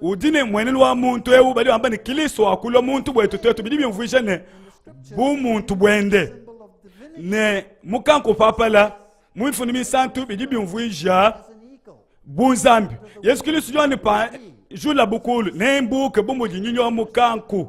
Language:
Luba-Lulua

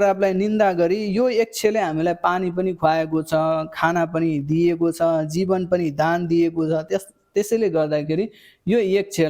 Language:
Nepali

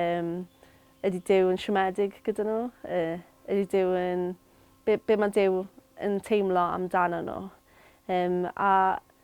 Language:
Welsh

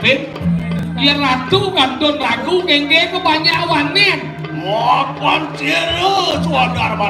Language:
Balinese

